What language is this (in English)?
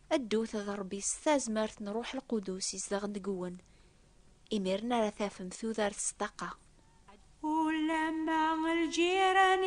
Kabyle